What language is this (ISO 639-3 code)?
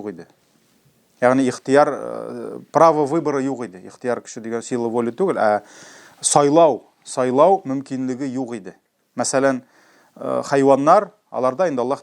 tat